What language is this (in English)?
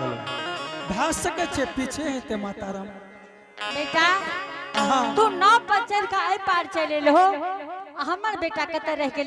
Angika